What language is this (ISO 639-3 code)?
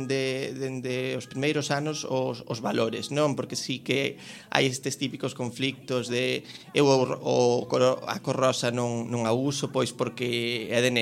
glg